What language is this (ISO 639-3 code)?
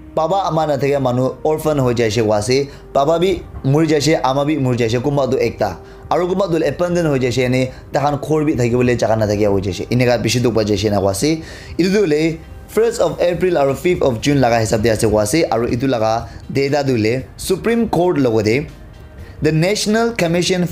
nag